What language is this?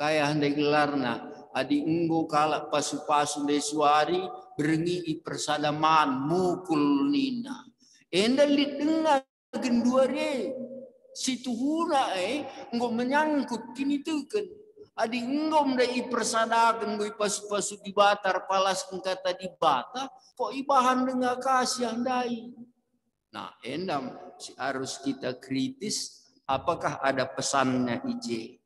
Batak Karo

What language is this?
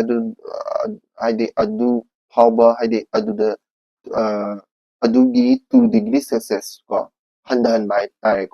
Manipuri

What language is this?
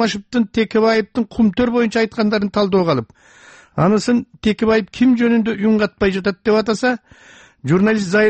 Kyrgyz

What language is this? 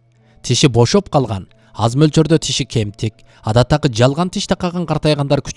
Kyrgyz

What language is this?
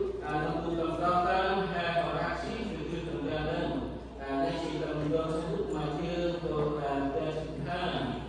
Central Mnong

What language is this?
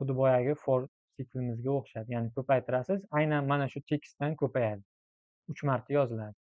Uzbek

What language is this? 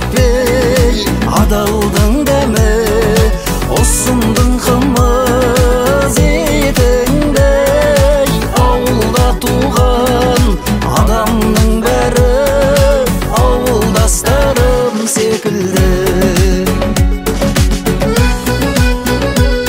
Kazakh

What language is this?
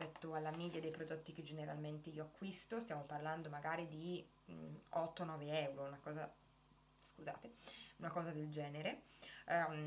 Italian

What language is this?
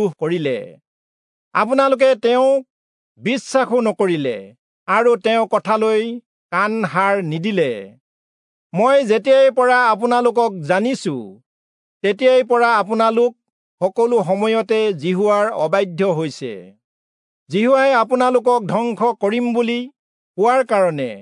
Assamese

